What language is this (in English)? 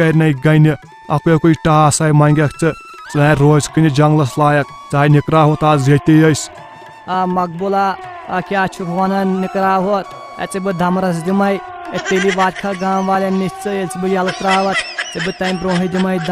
Kashmiri